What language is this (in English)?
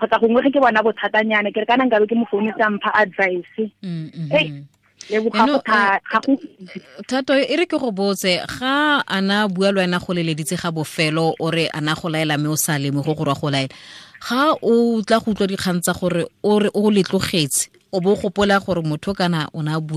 Tswana